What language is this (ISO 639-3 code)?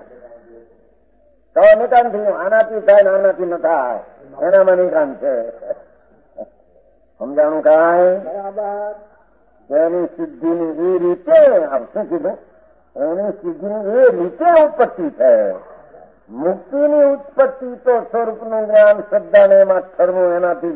guj